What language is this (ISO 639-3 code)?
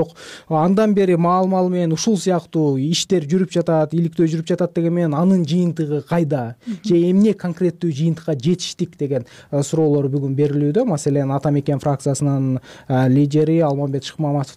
kir